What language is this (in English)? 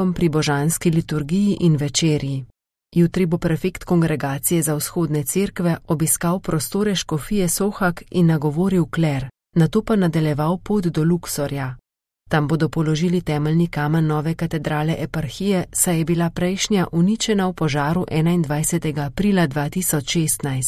Slovenian